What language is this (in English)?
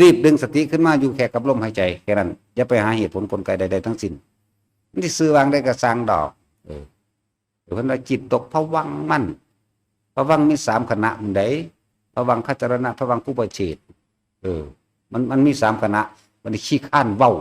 Northeastern Thai